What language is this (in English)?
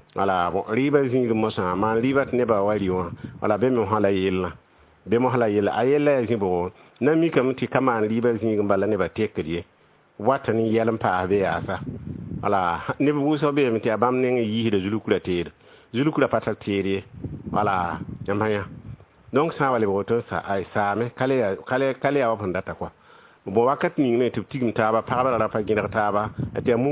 Mossi